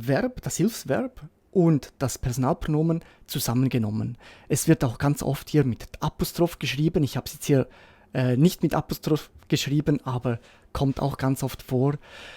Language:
Swiss German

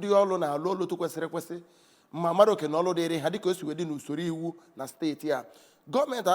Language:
Igbo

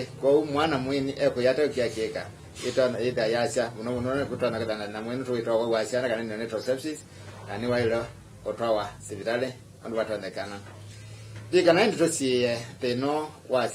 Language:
Kamba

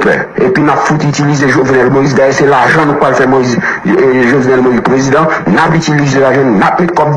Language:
Haitian Creole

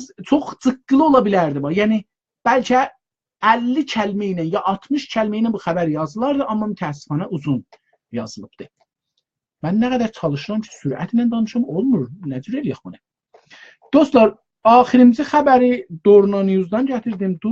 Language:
South Azerbaijani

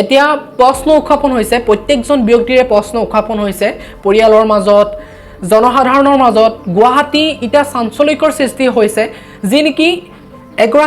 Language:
Assamese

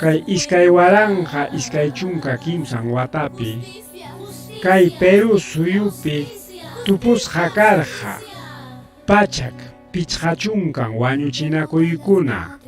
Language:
Ayacucho Quechua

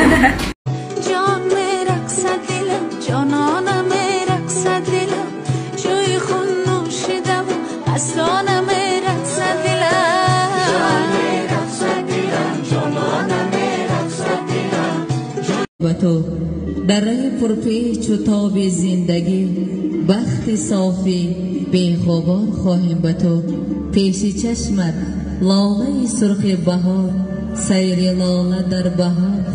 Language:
Tajik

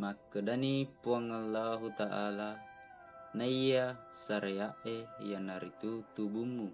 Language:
Buginese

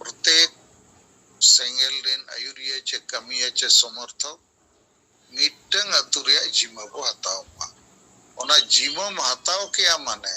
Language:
Santali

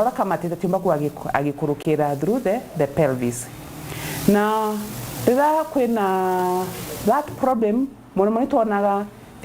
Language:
Meru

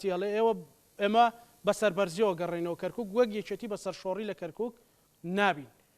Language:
Central Kurdish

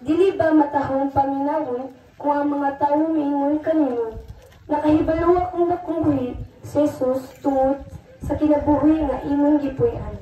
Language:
Cebuano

